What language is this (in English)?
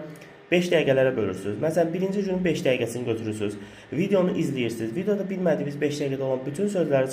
Azerbaijani